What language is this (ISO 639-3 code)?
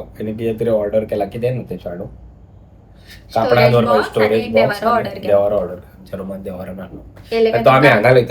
kok